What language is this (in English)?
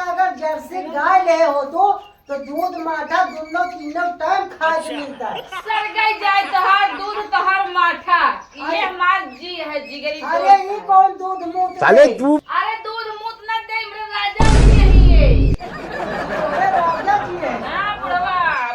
Awadhi